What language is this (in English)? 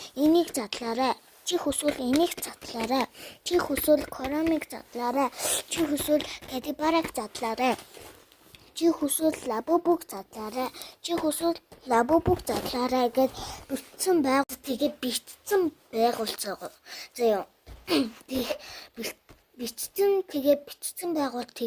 Mongolian